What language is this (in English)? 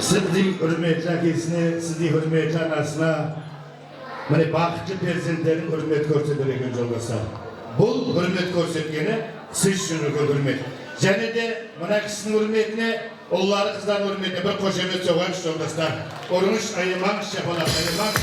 Kara-Kalpak